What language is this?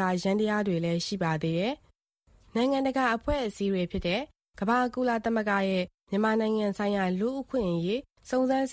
Burmese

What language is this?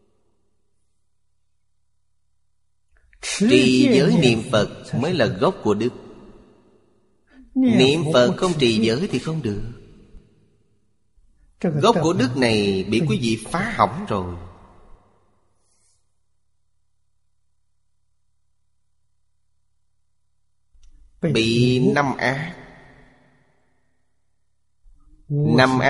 Vietnamese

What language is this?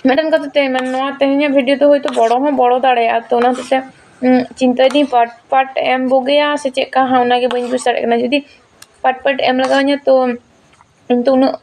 Santali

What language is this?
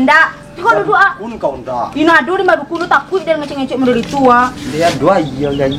Minangkabau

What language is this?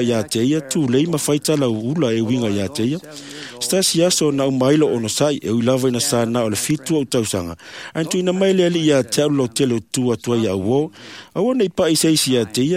Samoan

